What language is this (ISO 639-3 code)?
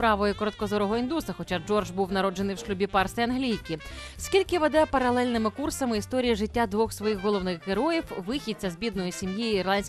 ukr